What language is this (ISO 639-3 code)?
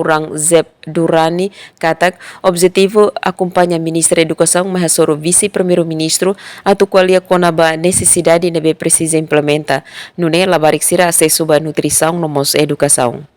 tet